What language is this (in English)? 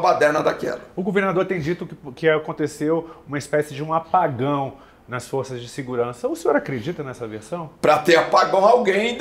Portuguese